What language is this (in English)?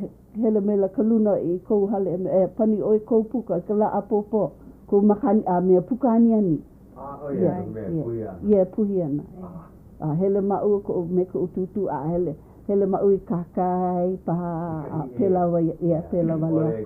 Hawaiian